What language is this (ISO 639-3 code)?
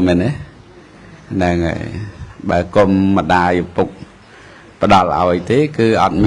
khm